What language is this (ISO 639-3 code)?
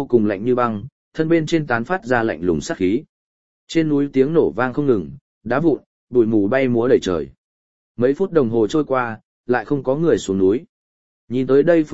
vie